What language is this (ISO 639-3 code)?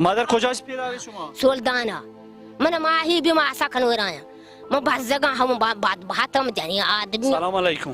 bal